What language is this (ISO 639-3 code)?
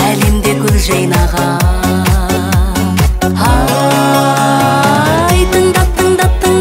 kaz